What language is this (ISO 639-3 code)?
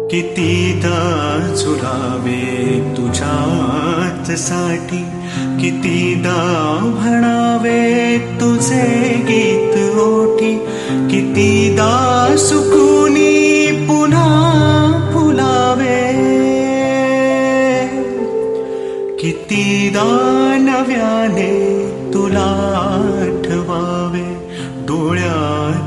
mar